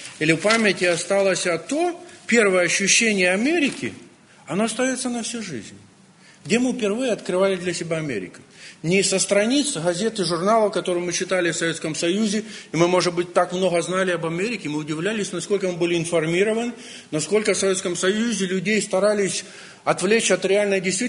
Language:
Russian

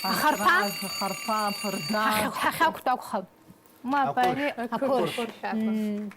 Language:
Abkhazian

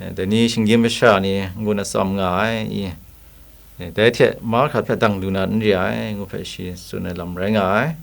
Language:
Kachin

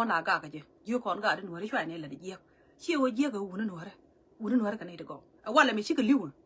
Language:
Nuer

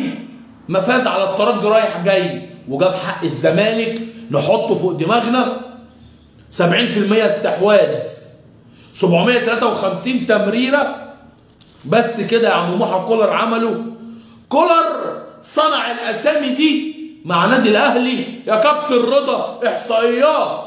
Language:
Egyptian Arabic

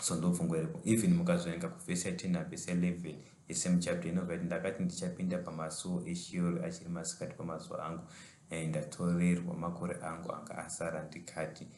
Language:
Shona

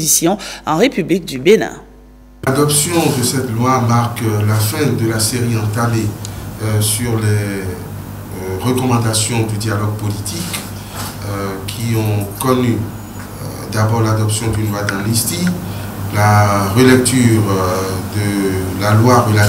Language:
French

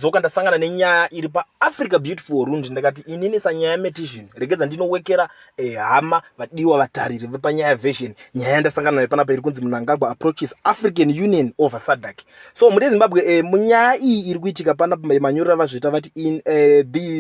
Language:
Shona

